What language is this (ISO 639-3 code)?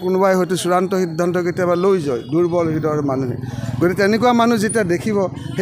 asm